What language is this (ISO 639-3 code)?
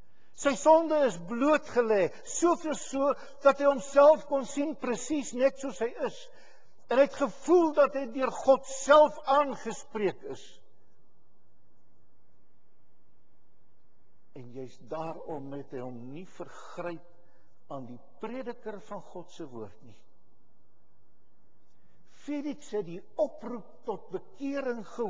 afr